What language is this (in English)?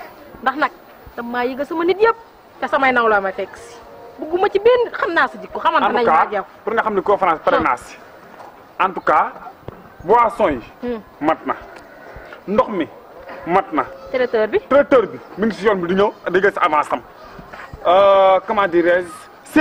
Wolof